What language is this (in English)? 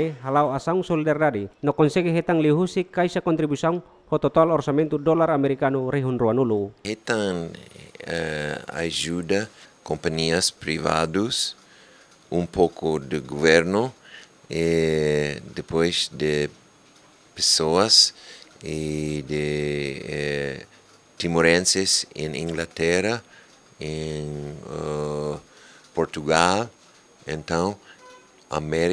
Tetum